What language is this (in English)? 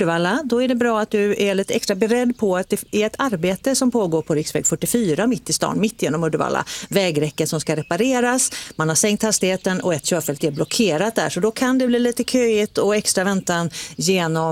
Swedish